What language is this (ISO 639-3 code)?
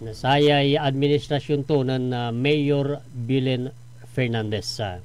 pag